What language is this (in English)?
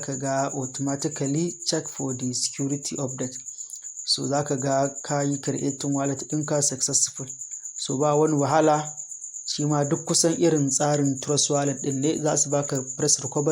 Hausa